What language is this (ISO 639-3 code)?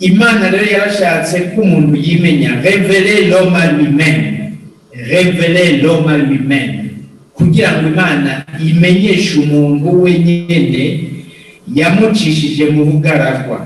run